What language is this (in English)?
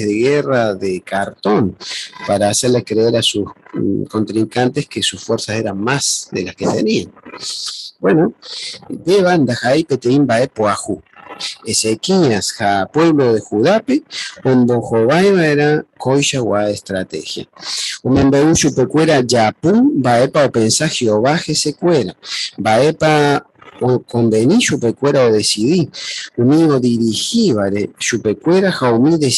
Guarani